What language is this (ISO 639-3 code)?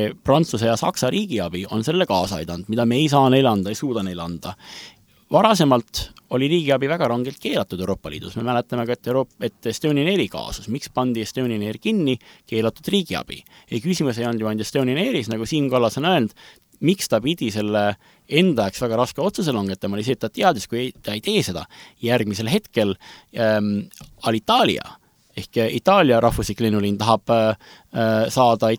est